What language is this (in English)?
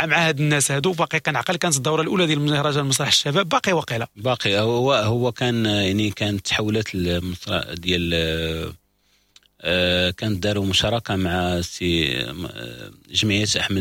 Moroccan Arabic